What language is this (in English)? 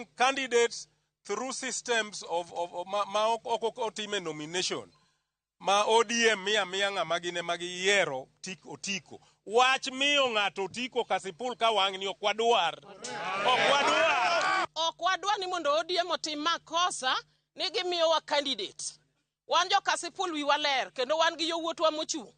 Luo (Kenya and Tanzania)